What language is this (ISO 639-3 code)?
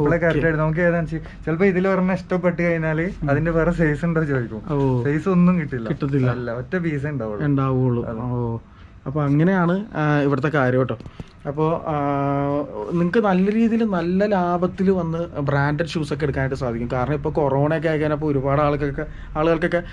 mal